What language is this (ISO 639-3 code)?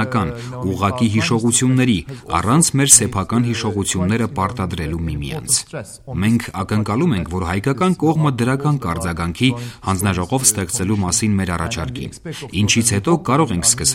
hye